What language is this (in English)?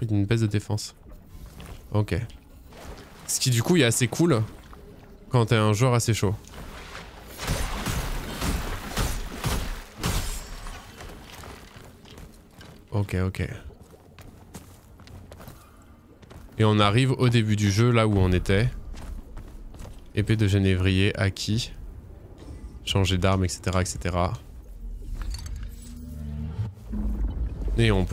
French